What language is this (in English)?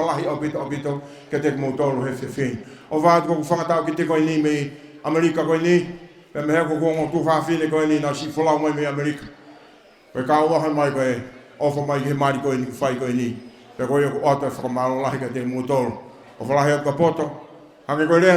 Tongan